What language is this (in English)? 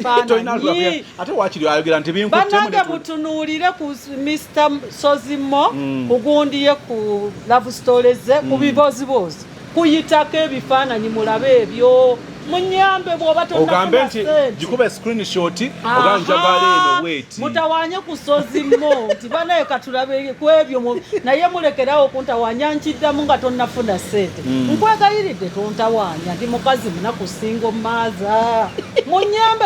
Ganda